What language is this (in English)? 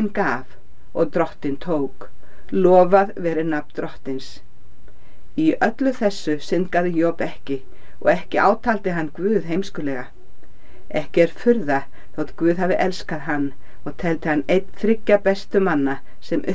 Icelandic